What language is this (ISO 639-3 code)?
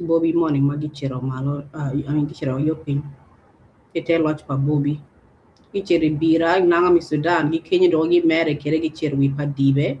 ach